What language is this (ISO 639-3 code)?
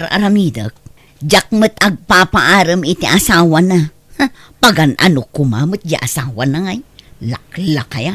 ilo